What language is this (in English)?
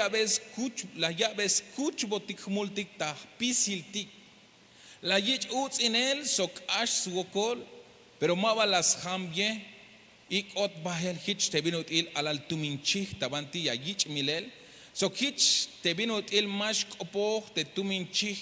Tzeltal